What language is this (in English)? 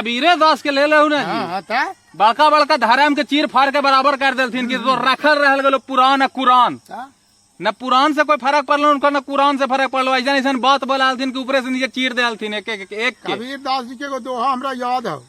Magahi